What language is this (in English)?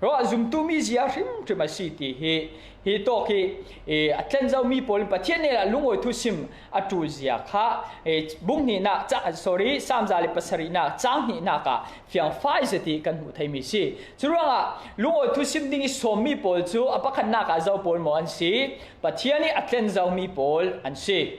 Falam Chin